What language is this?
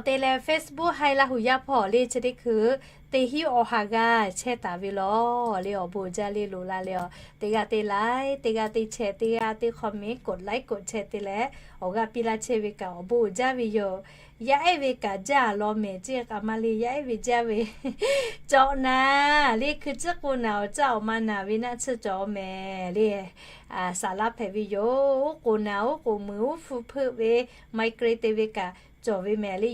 Lahu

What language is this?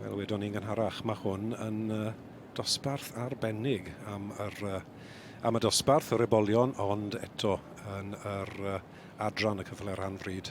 Welsh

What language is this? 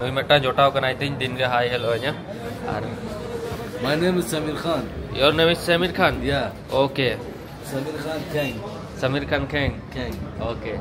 Santali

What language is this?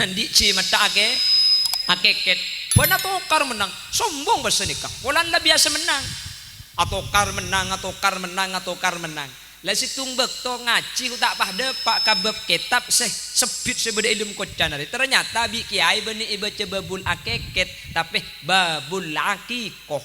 Madurese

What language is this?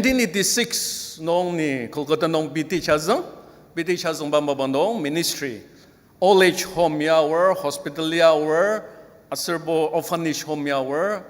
Ao Naga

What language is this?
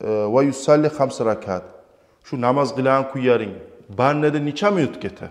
Kumyk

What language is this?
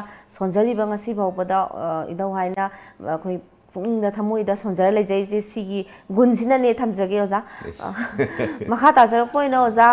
Manipuri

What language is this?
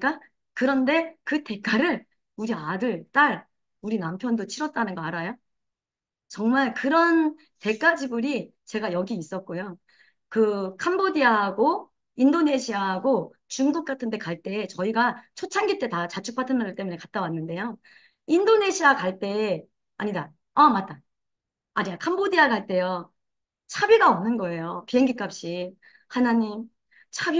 Korean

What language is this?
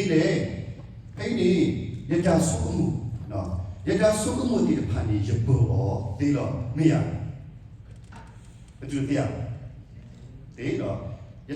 S'gaw Karen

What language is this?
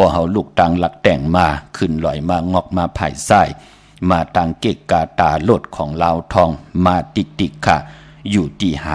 Shan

